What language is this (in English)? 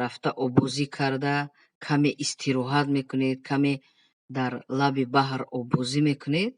Tajik